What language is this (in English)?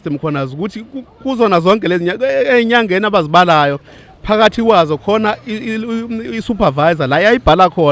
Zulu